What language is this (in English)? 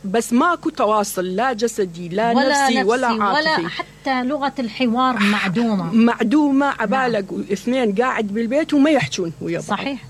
Mesopotamian Arabic